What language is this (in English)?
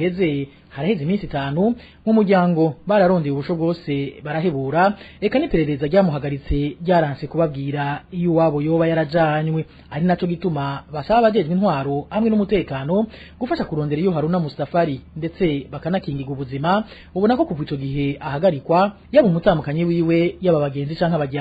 Rundi